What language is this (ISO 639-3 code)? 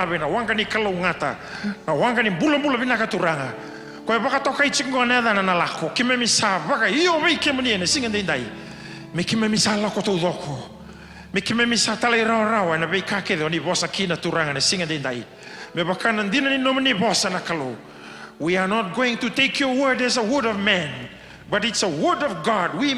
fij